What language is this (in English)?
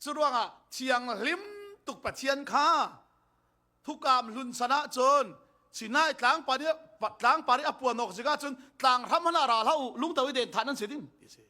Falam Chin